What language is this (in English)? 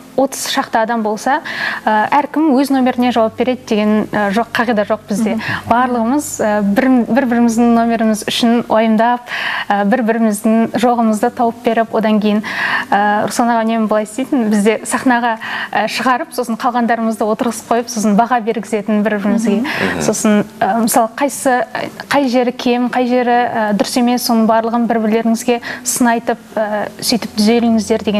Kazakh